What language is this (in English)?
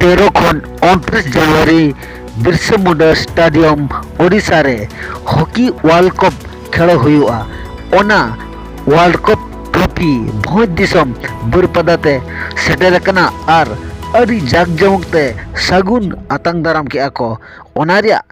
Santali